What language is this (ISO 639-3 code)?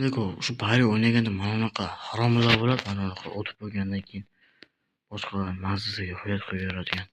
uzb